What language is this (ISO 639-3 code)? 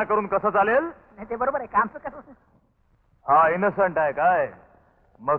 mar